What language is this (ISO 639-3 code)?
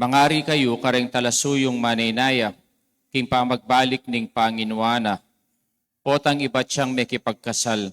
pam